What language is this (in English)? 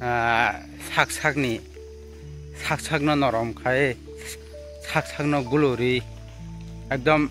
Kok Borok